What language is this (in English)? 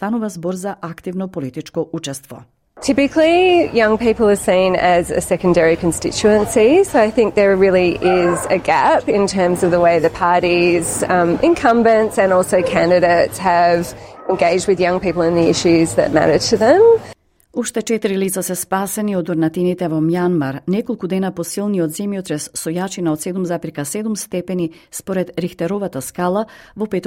Macedonian